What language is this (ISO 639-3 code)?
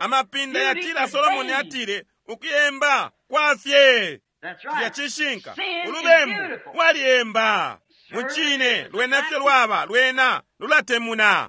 bem